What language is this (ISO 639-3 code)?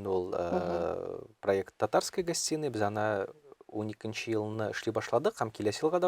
tat